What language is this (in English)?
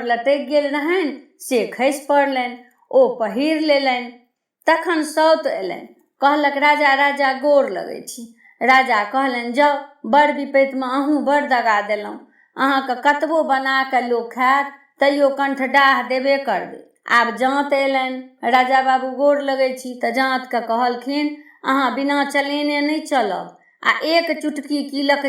Maithili